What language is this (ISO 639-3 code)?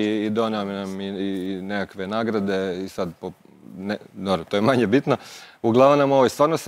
hrv